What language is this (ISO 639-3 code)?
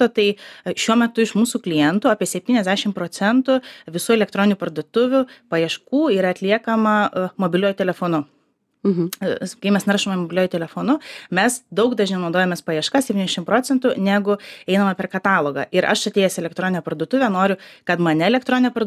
lit